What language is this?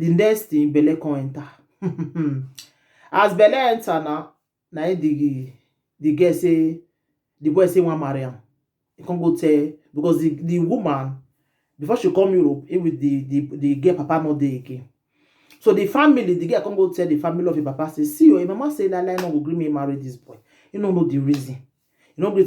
Nigerian Pidgin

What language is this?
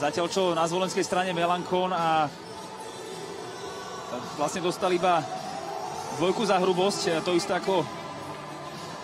Slovak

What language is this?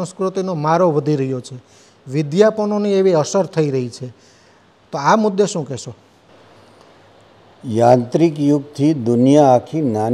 Gujarati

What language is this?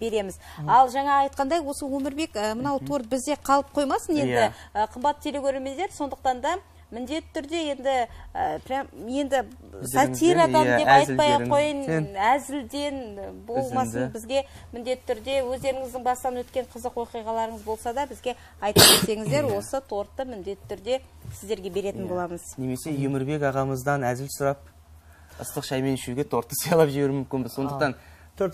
Kara-Kalpak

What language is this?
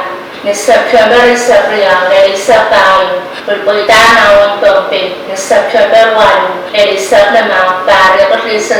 Pohnpeian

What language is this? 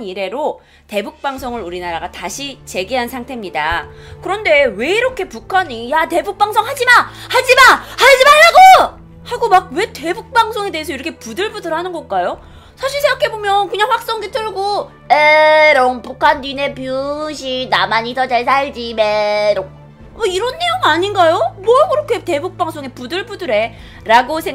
Korean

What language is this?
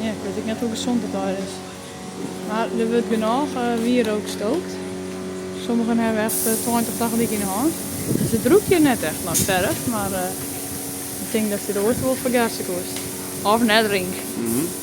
Western Frisian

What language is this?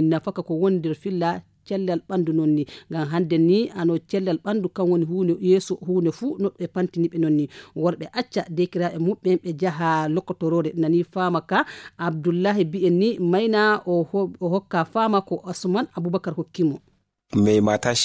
Nigerian Fulfulde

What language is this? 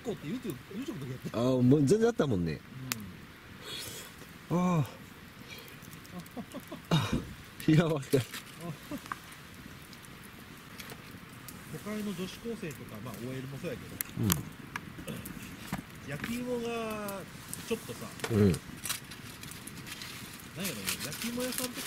Japanese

